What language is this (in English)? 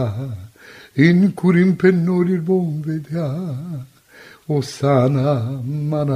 Romanian